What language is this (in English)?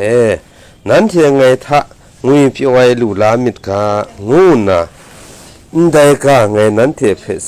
Kachin